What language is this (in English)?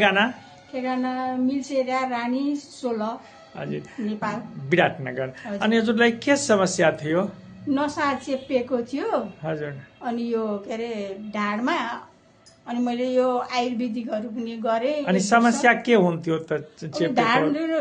Nepali